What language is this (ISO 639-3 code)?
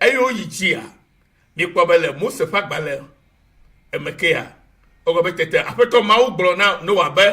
ewe